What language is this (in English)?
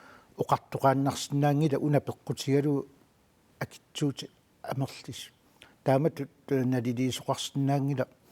Kalaallisut